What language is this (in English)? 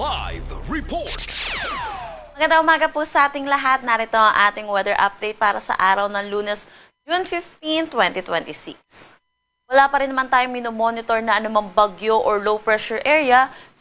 Filipino